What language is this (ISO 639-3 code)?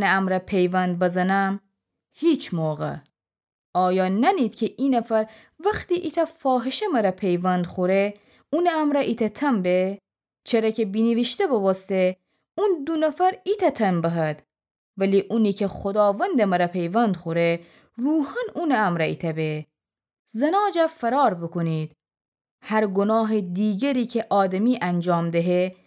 glk